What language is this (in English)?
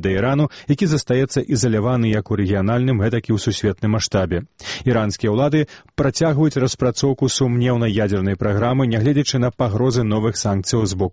Belarusian